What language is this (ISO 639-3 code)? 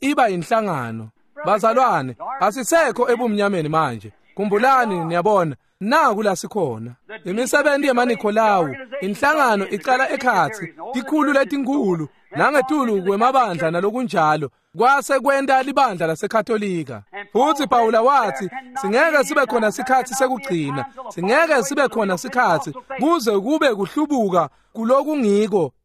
ssw